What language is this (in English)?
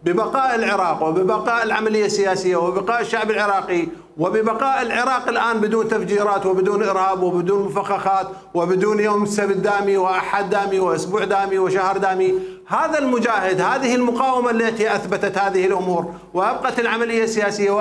Mesopotamian Arabic